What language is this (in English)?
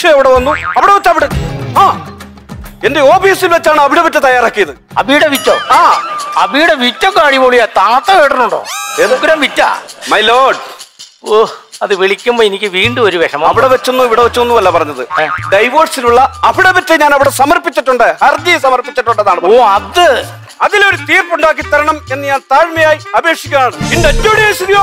Malayalam